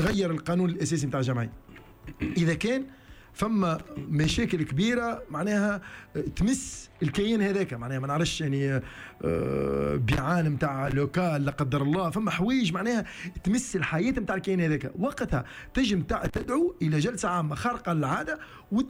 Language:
Tunisian Arabic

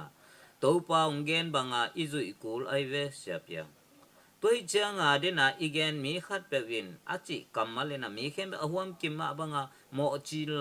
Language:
Tedim Chin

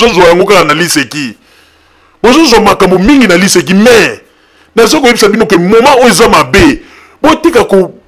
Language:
Lingala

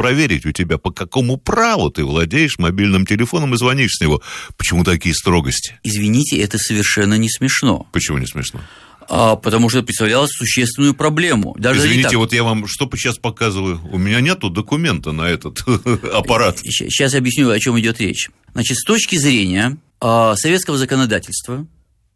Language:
Russian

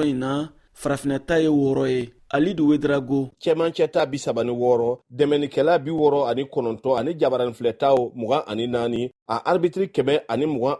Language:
Bambara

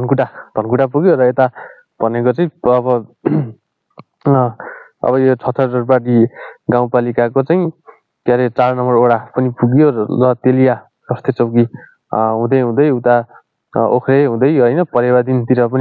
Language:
Nepali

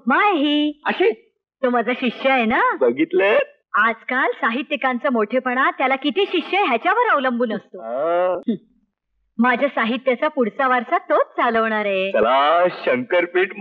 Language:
Marathi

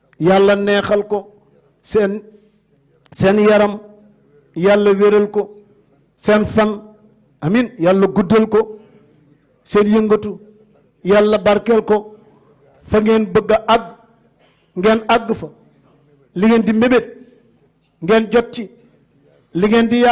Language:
Wolof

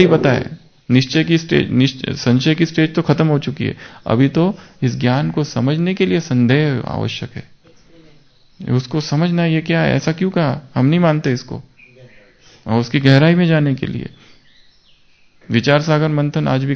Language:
Hindi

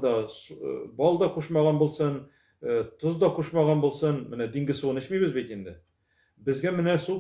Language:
Tatar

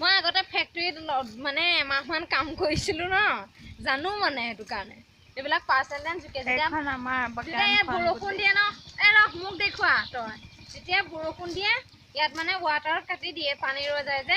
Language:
Assamese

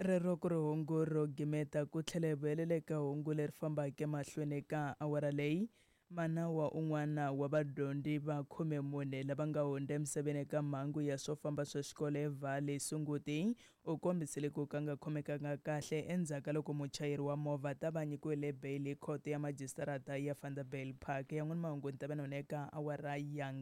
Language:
Tsonga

